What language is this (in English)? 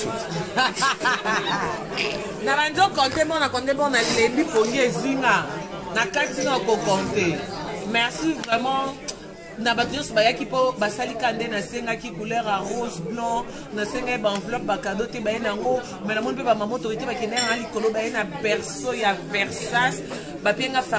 Lingala